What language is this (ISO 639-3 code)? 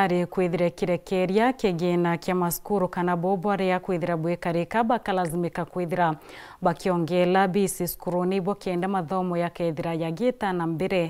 mer